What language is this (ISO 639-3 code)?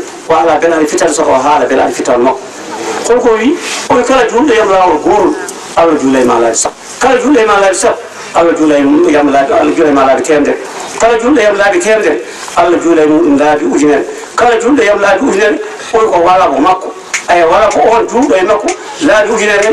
ful